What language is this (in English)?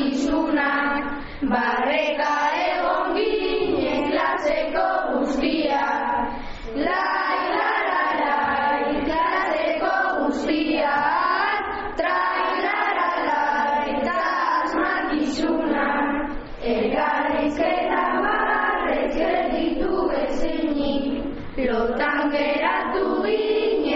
Basque